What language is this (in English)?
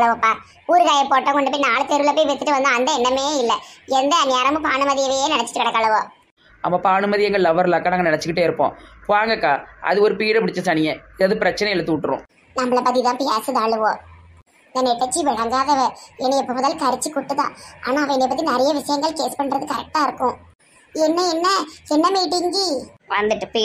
Tamil